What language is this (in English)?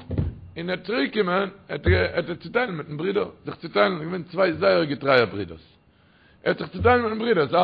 Yiddish